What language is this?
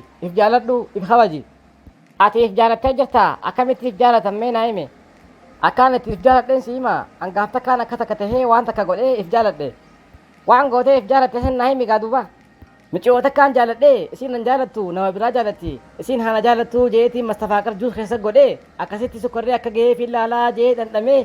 Oromo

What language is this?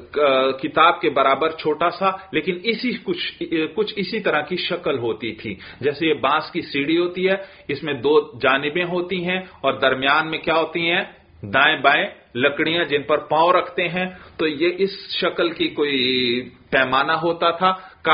Urdu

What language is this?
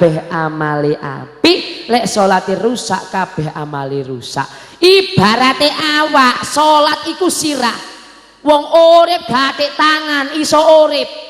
Javanese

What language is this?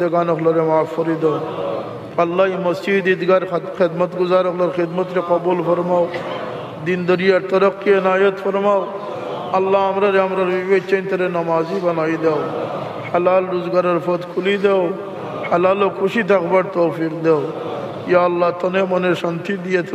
Sylheti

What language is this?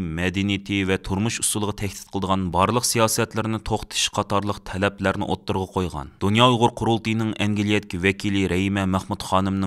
Uyghur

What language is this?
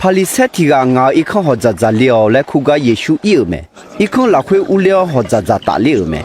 Akha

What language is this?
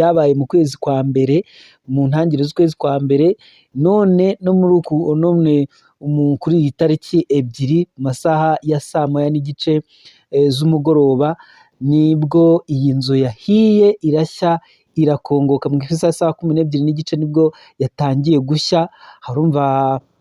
Kinyarwanda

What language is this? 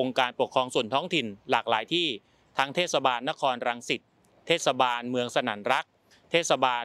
Thai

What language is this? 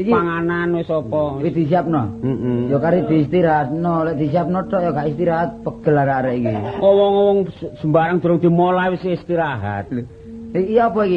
Javanese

